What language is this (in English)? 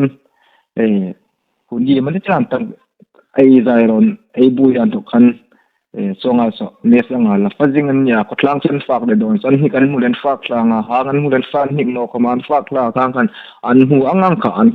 Hmar